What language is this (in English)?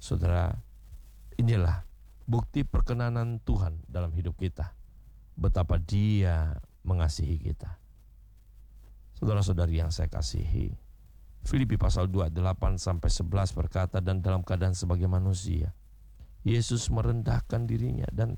Indonesian